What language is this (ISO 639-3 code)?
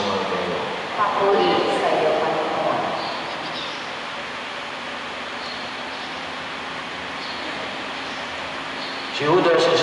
fil